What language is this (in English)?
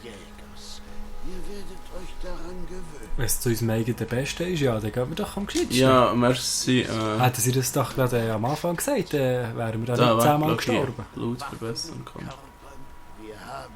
Swiss German